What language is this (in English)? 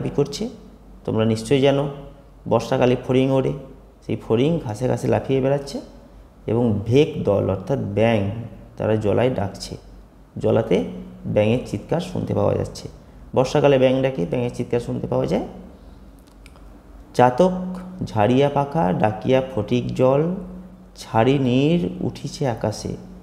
Bangla